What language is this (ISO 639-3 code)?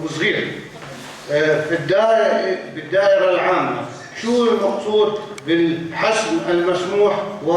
apc